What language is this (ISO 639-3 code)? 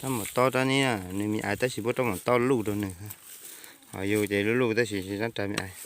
hmn